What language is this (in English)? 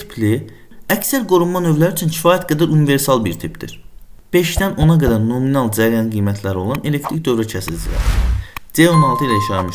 Azerbaijani